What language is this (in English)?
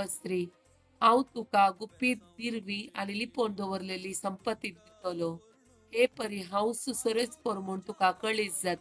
Konkani